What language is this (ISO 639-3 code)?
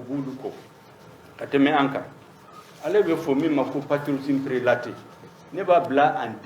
bam